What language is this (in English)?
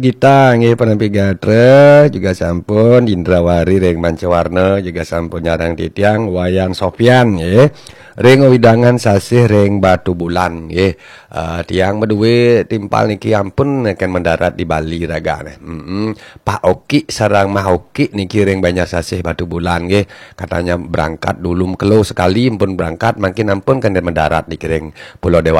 Balinese